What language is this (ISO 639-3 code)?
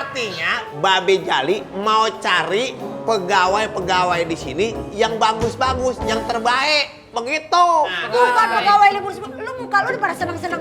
bew